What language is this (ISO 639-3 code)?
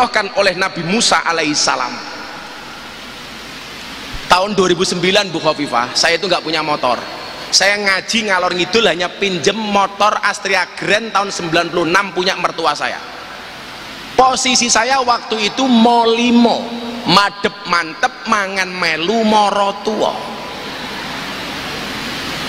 ind